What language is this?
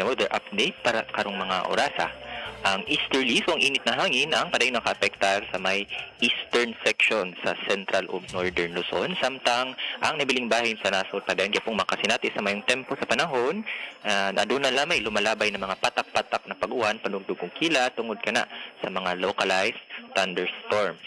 Cebuano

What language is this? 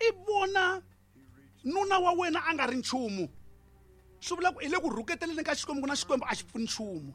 Tsonga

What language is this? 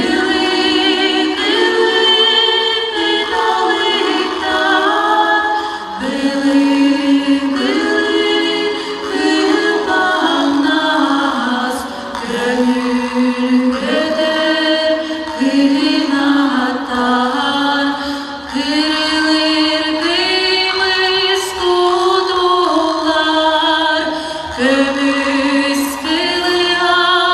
Yakut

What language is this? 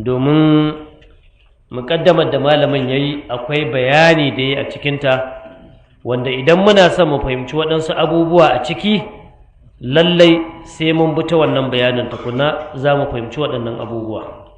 Hausa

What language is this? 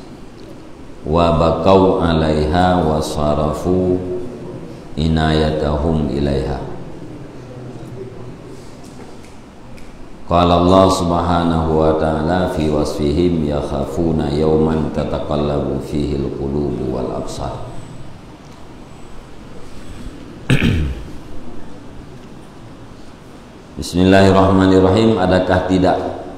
Malay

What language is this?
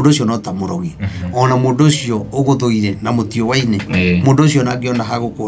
Kikuyu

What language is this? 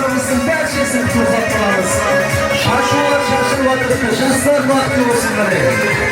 Kara-Kalpak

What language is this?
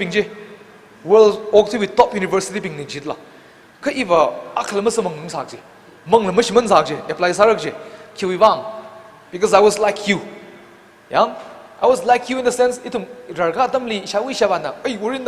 Tangkhul Naga (India)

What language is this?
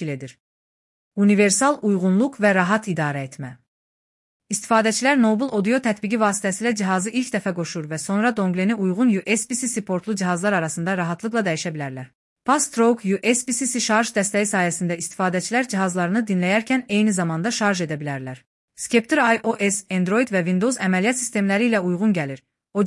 Azerbaijani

